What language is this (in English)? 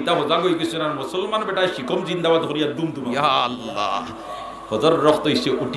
Sylheti